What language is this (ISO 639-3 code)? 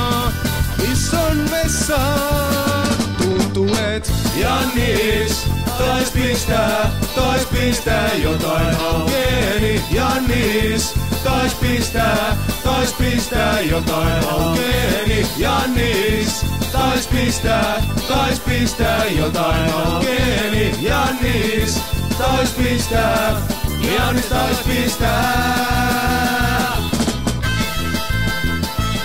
fin